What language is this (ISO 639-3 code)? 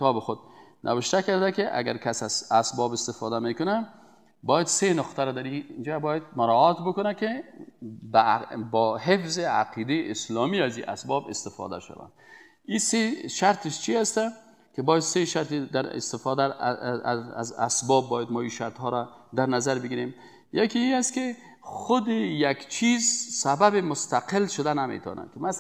fas